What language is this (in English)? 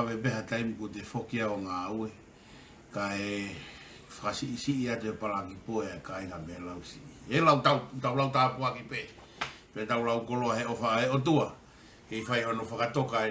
Tongan